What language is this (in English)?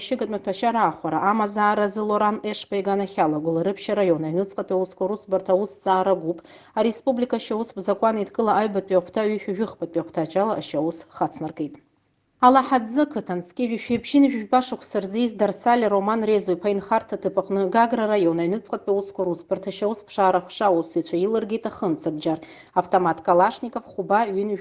Abkhazian